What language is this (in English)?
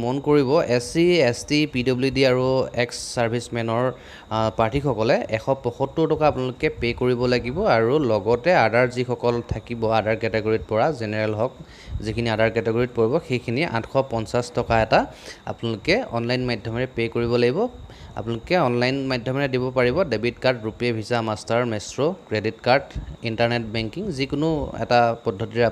Assamese